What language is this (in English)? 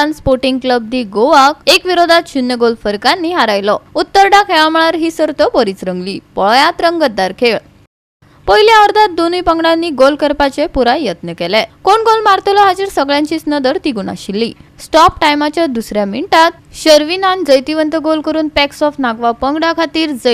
Konkani